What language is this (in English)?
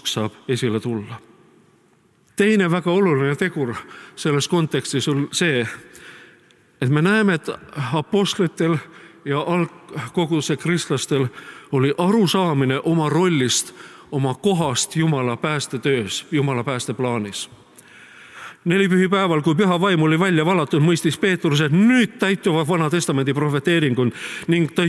Estonian